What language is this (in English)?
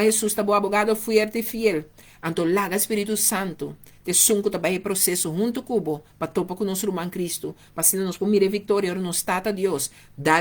Papiamento